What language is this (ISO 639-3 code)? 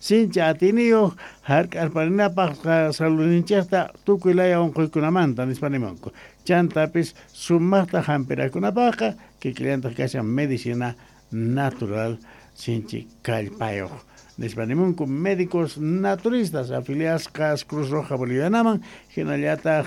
que